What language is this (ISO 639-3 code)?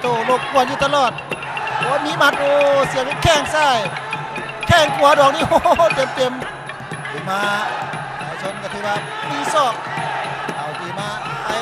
lao